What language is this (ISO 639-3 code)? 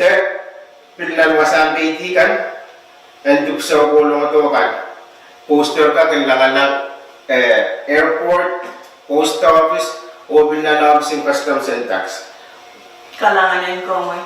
pon